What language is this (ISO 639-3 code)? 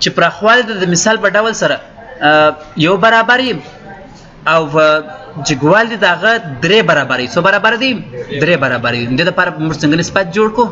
pus